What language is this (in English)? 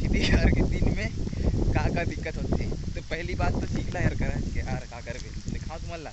Chhattisgarhi